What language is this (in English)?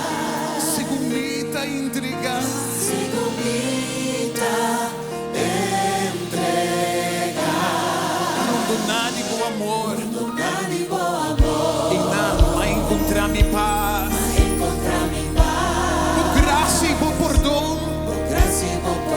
Papiamento